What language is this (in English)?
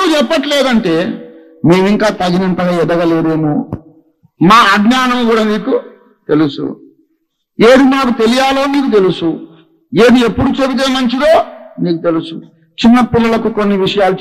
Telugu